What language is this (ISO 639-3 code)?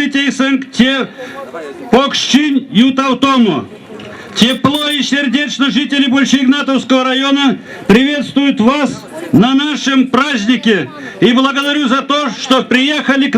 myv